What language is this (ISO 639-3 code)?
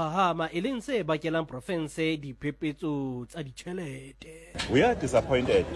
sot